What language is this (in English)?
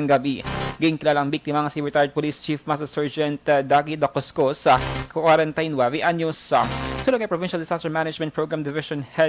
Hiligaynon